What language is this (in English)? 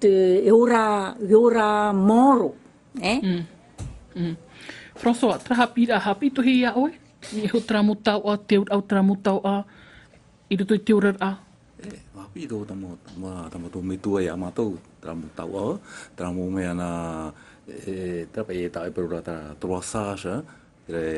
Tahitian